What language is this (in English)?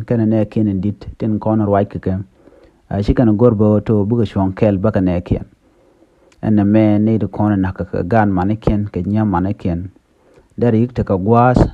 Nuer